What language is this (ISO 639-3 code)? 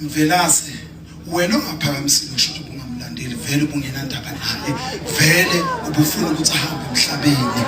zul